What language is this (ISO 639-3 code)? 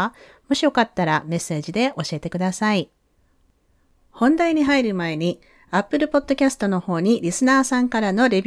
jpn